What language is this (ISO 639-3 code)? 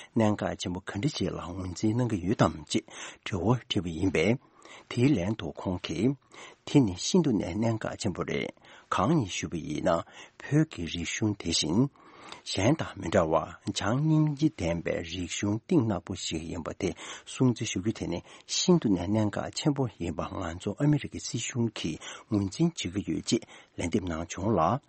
bod